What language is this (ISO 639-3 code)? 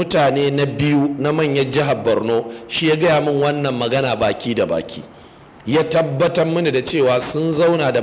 hau